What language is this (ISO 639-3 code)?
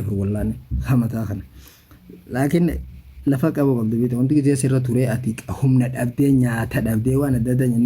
orm